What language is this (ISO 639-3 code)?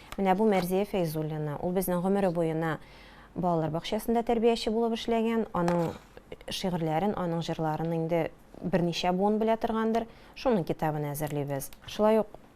tat